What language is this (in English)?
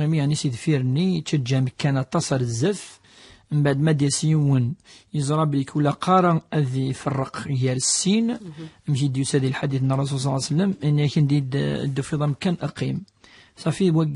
Kabyle